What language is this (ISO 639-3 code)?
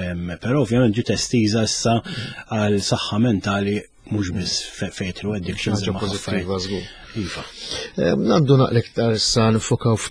mlt